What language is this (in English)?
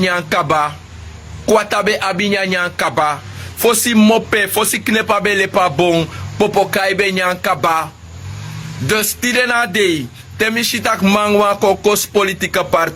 Sranan Tongo